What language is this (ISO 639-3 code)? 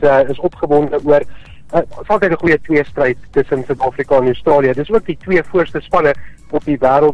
afr